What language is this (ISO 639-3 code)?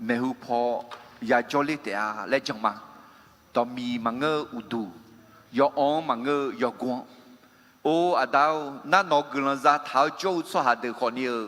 ahk